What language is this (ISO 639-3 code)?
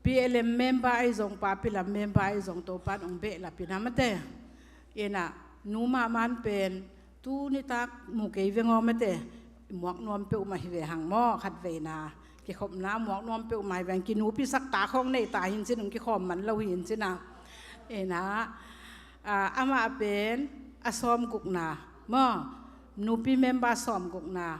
ctd